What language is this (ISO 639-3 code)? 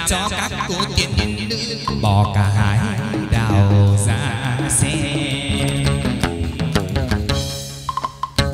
vie